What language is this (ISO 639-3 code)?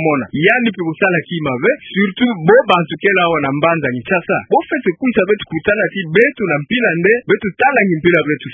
ktu